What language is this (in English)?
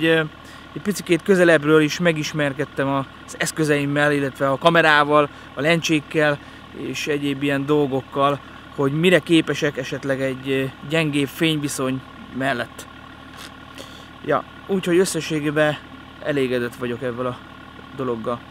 Hungarian